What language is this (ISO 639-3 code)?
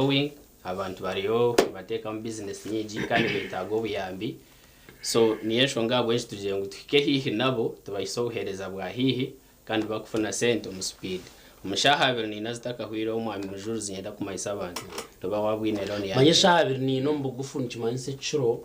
nyn